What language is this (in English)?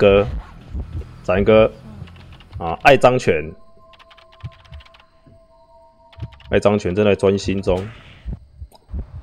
Chinese